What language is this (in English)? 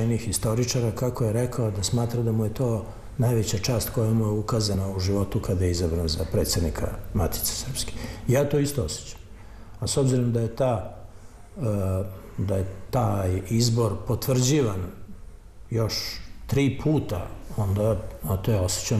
Serbian